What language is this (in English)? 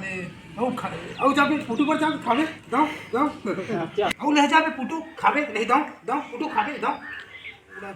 Chhattisgarhi